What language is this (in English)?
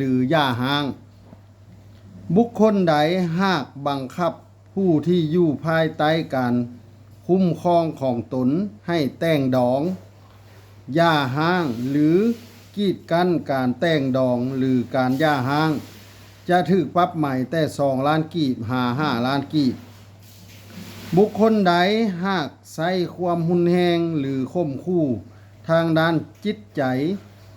Lao